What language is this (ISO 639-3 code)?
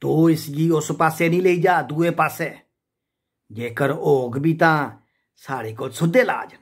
doi